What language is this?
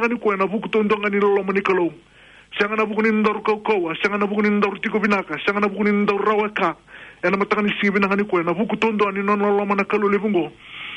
Fijian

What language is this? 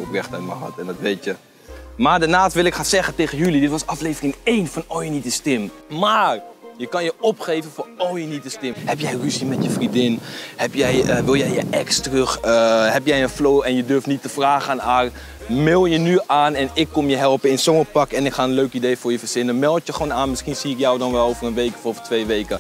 Dutch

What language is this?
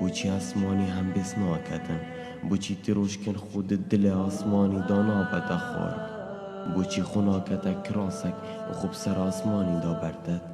Kurdish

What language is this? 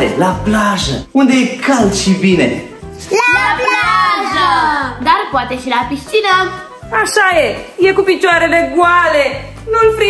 Romanian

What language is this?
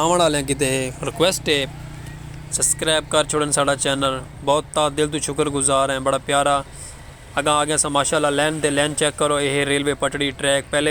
Saraiki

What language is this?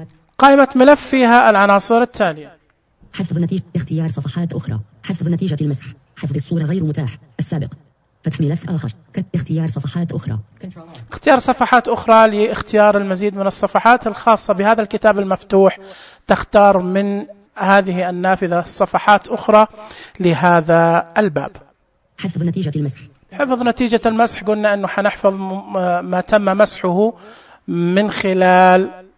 Najdi Arabic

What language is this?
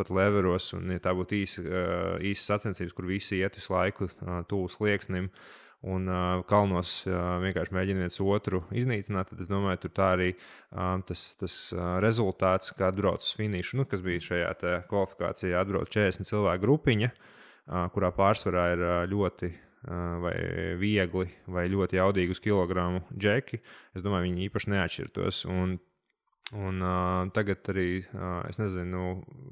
Latvian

